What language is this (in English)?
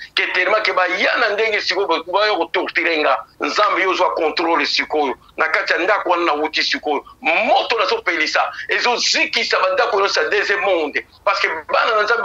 Lingala